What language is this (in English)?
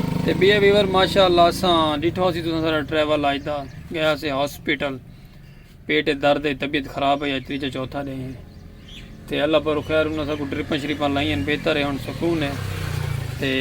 Saraiki